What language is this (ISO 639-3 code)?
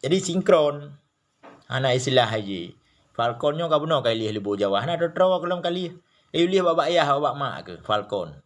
ace